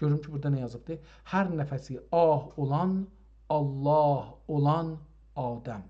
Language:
South Azerbaijani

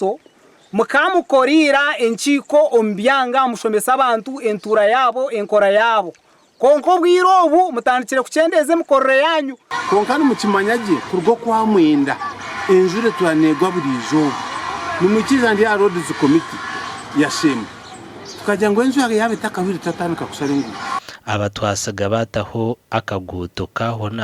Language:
Nyankole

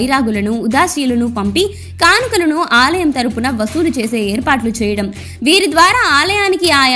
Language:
Telugu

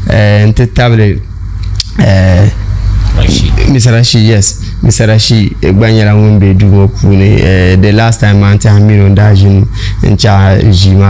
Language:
Dagbani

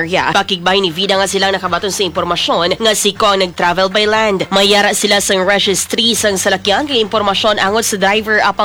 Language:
Hiligaynon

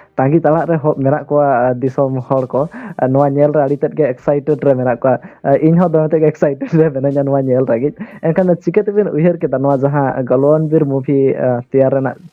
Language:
Santali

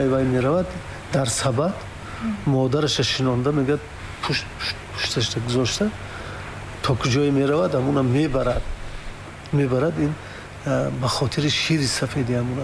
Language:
Tajik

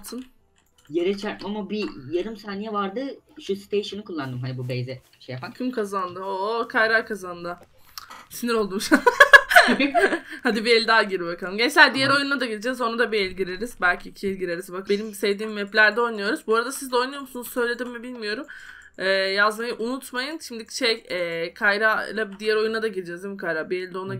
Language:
Turkish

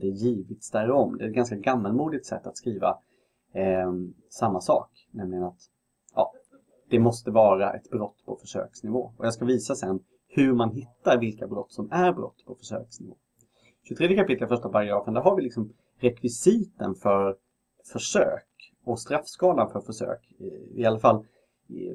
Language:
Swedish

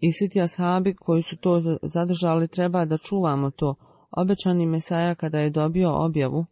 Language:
Bosnian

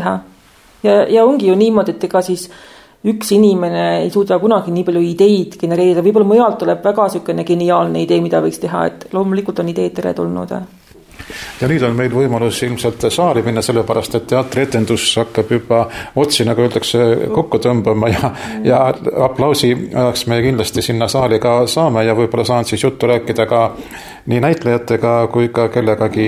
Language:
Estonian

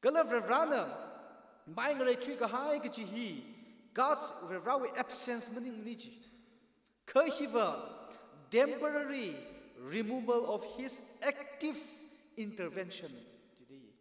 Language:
Tangkhul Naga (India)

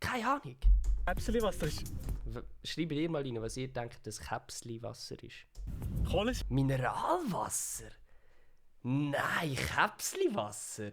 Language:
Swiss German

